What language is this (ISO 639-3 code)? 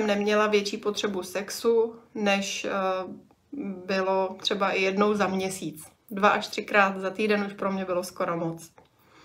ces